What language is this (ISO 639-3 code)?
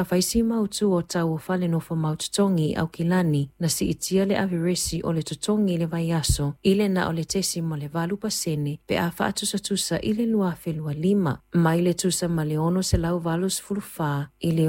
smo